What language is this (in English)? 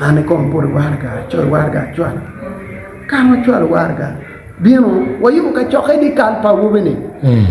Acoli